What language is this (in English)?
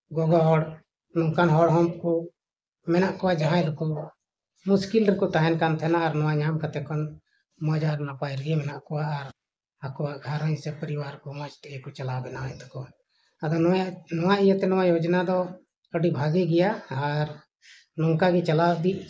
Santali